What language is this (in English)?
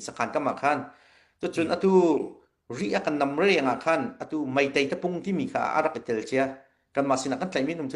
Hakha Chin